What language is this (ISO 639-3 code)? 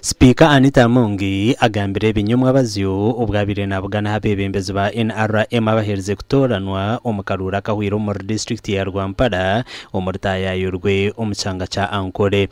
nyn